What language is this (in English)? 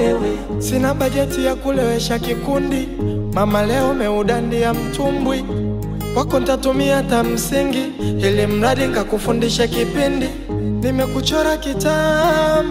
Swahili